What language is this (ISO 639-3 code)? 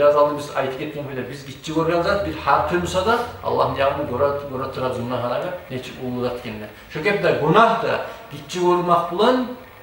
kum